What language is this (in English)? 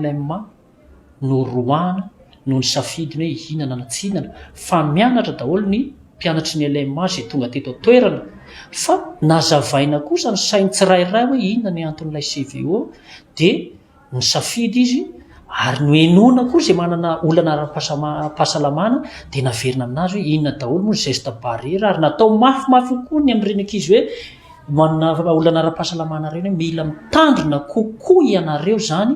Malagasy